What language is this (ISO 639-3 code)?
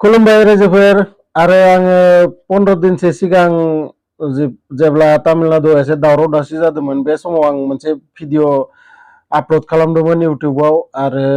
brx